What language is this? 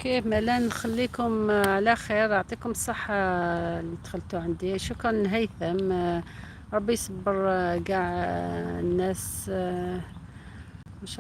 Algerian Arabic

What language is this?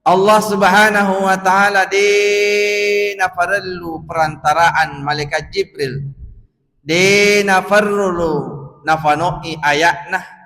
Buginese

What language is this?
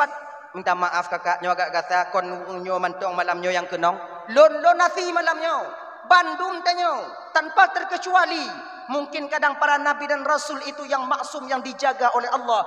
Achinese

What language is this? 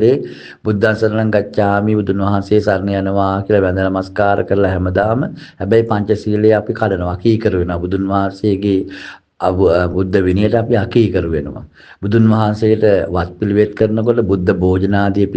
Sinhala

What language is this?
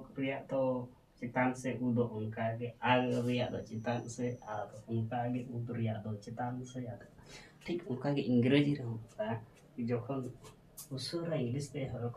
Santali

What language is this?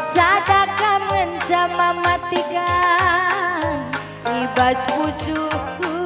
Batak Karo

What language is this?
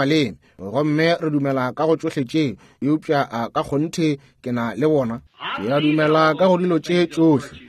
Northern Sotho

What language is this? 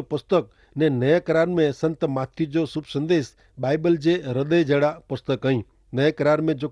Kachhi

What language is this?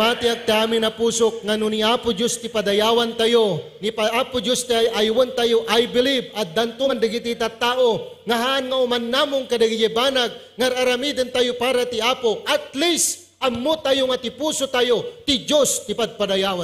Iloko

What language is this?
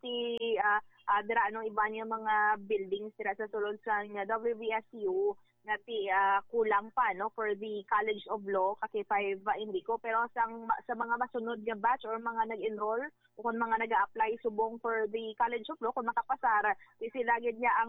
Hiligaynon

